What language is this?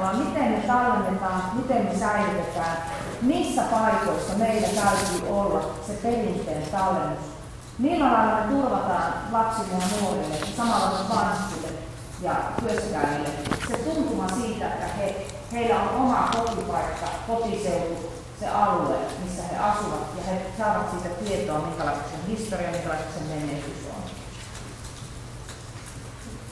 Finnish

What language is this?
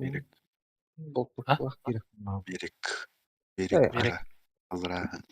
Yakut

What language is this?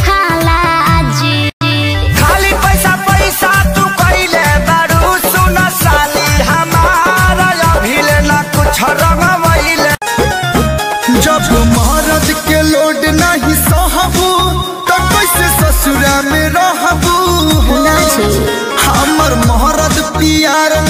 Bhojpuri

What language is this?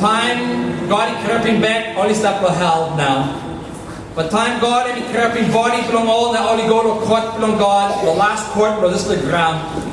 Tok Pisin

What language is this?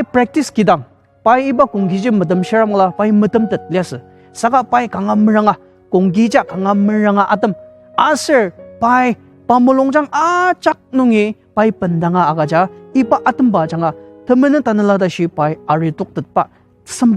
Ao Naga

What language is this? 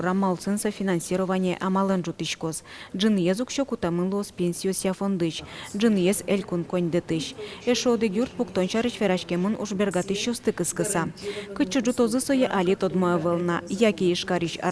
Udmurt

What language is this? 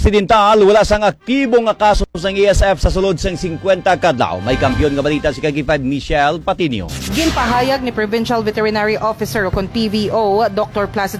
Hiligaynon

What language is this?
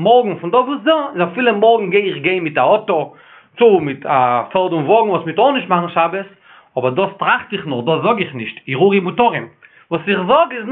Yiddish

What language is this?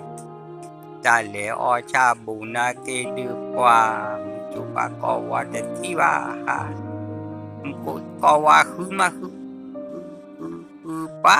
S'gaw Karen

